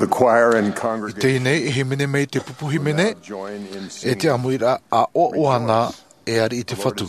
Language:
Tahitian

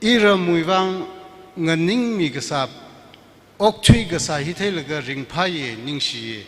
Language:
Tangkhul Naga (India)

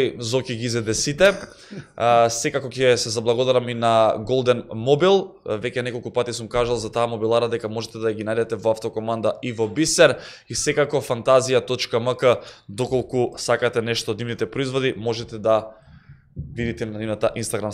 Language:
Macedonian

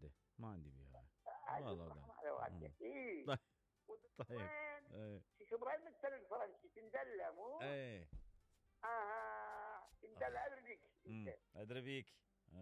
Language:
Mesopotamian Arabic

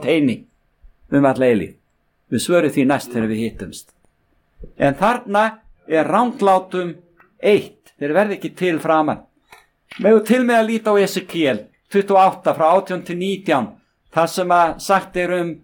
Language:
Icelandic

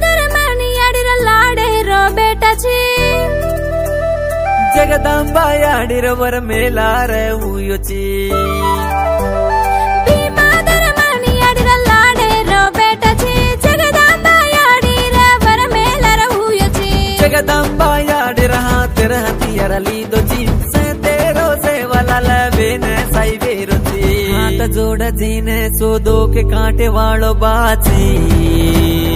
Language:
Lambadi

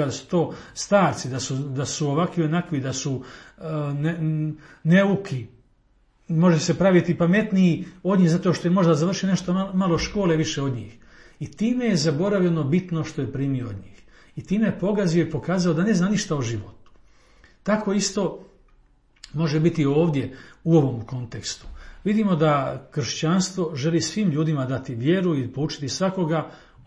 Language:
Croatian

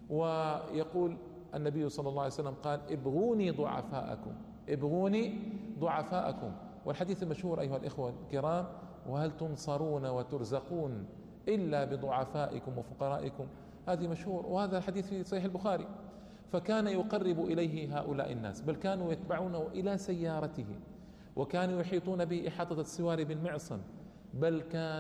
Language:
Arabic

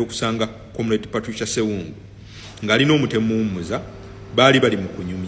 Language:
Ganda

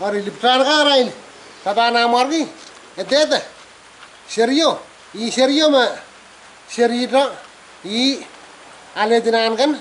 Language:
Pohnpeian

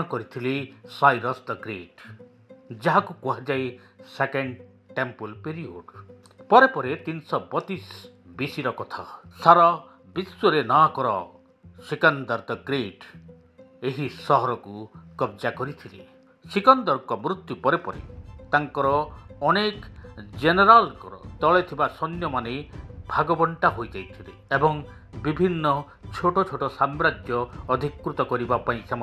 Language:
Odia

